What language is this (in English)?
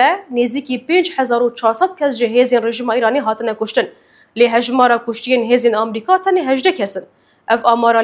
Kurdish